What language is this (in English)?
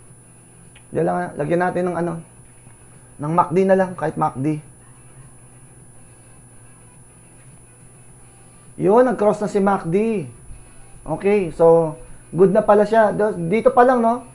Filipino